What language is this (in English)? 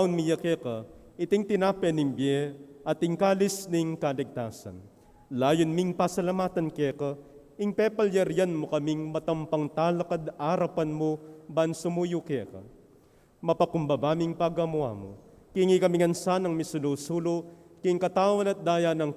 Pampanga